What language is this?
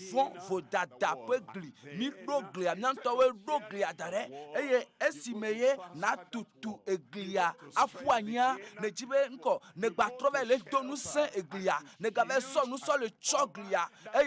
Ewe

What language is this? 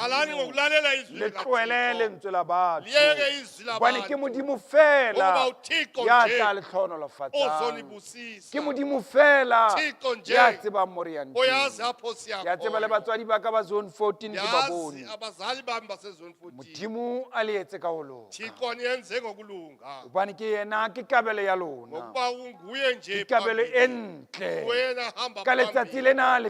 Southern Sotho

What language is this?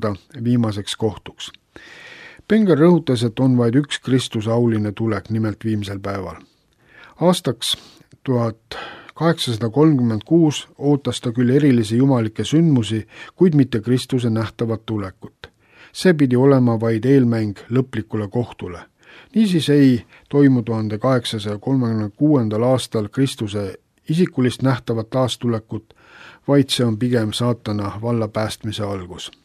Estonian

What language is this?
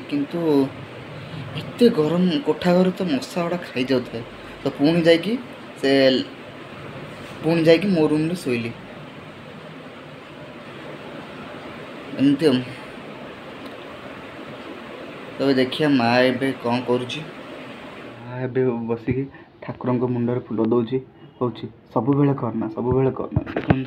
Odia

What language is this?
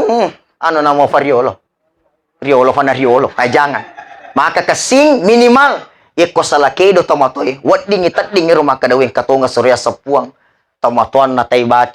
Buginese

